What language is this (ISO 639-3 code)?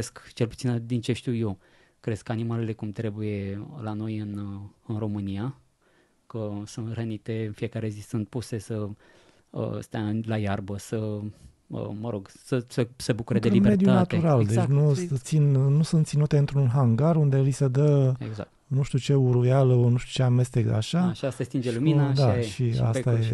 ron